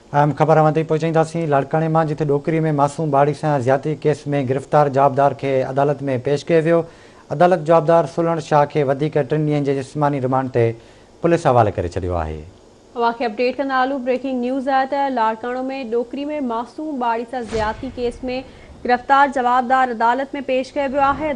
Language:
Sindhi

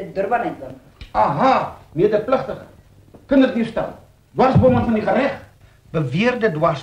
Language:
Afrikaans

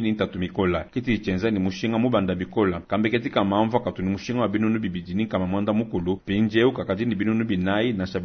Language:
Luba-Lulua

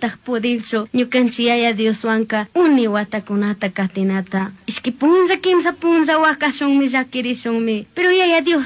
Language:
Chimborazo Highland Quichua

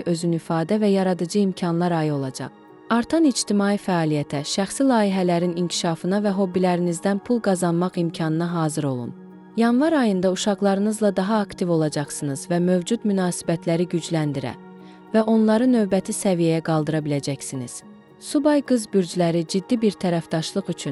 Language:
Azerbaijani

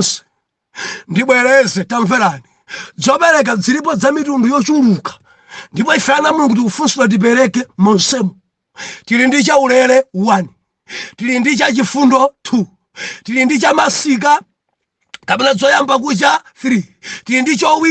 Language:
Nyanja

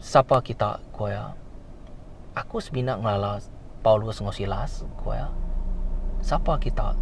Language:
Iban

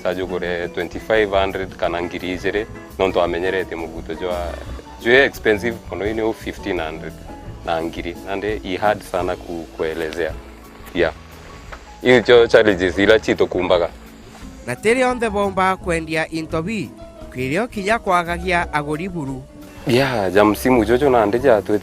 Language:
Meru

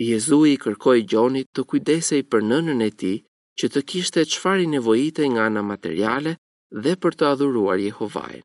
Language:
Albanian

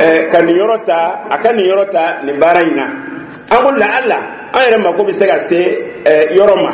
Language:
Dyula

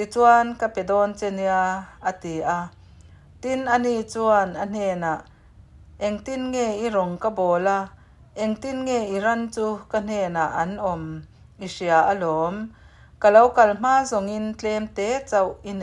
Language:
Mizo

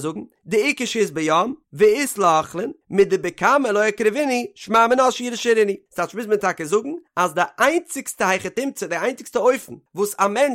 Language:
Yiddish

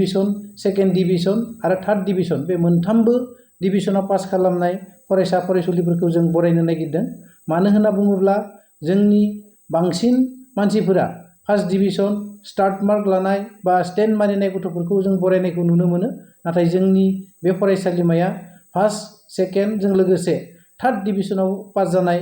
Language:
Bodo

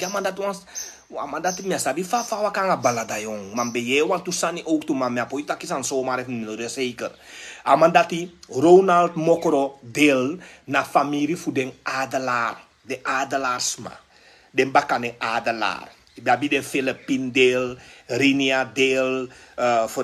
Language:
Sranan Tongo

